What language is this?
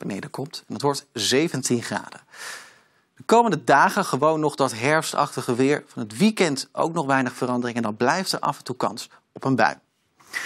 Dutch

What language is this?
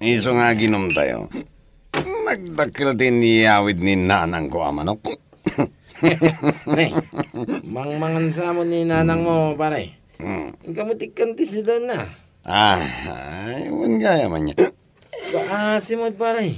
Iloko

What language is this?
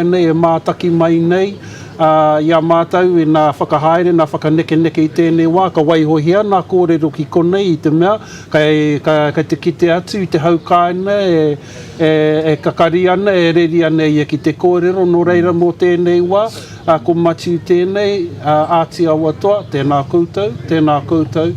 Māori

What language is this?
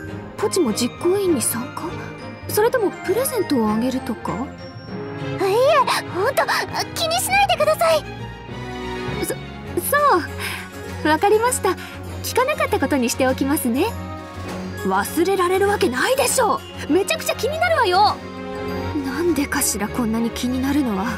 Japanese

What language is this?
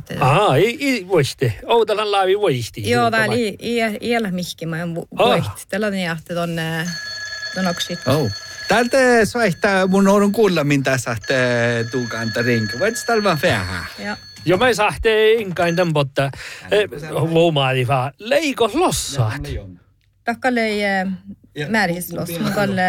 Northern Sami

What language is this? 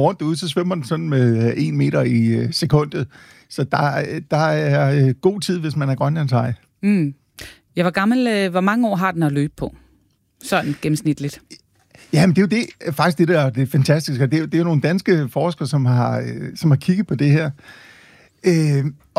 Danish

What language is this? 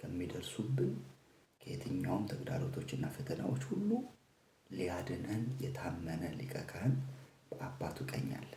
Amharic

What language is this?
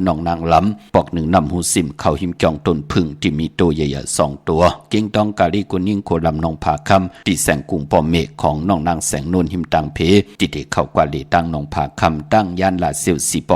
Shan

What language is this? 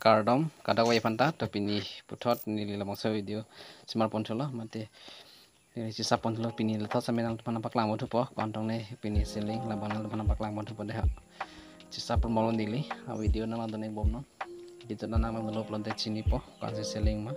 Karbi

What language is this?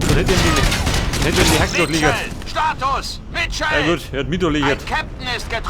Bavarian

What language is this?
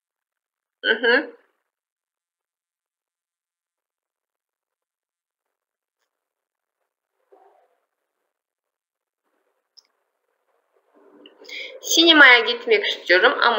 Turkish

